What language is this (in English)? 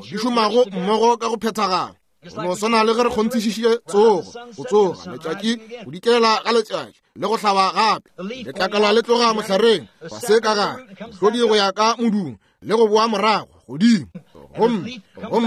Northern Sotho